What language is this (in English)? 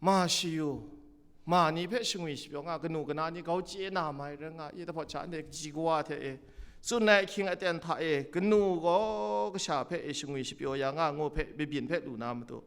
Kachin